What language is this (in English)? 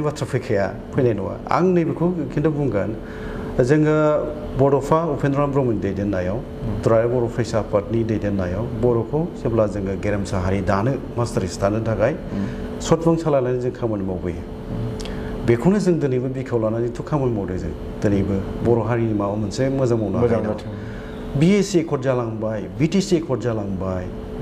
Bodo